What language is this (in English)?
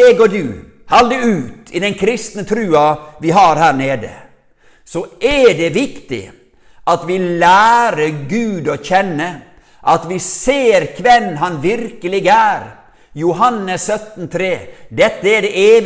Norwegian